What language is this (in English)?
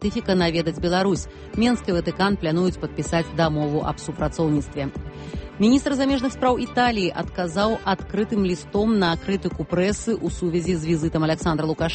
Belarusian